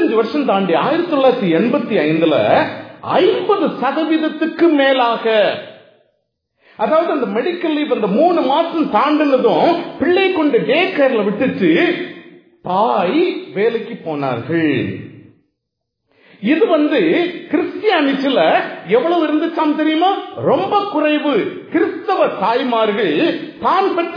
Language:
Tamil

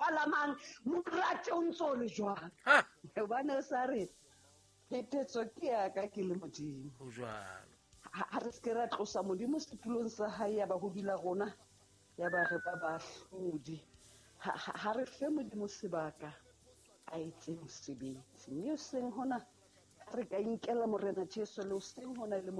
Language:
Southern Sotho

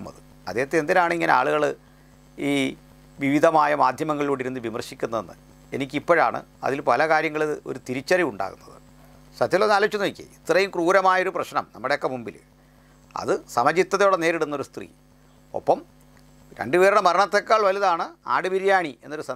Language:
Malayalam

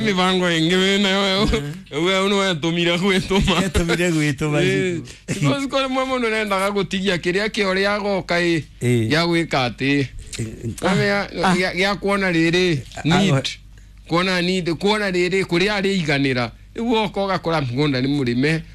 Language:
Kikuyu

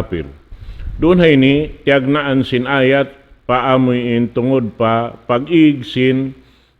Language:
Tausug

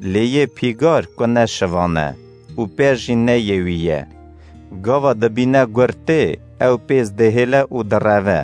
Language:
Kurdish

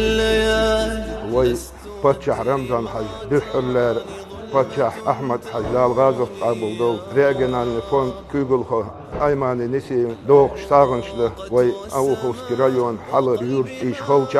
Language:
Chechen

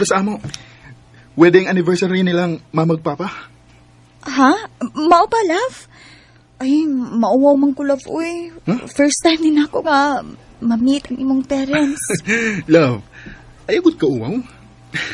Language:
Cebuano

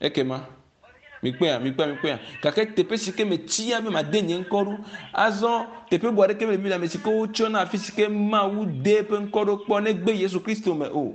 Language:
Ewe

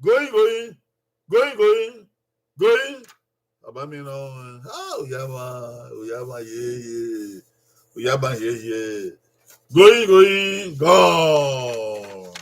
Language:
Bini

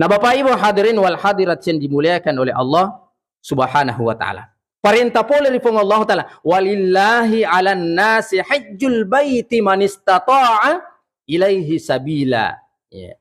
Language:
Buginese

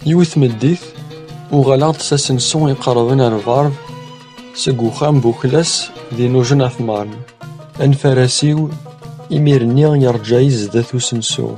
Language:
Kabyle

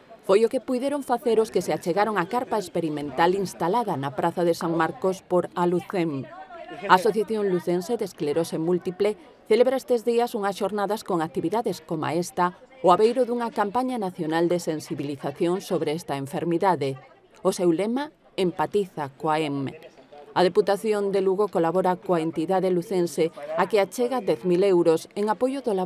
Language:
Galician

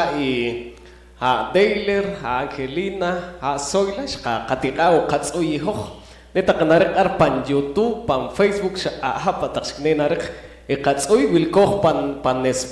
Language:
Poqomchi'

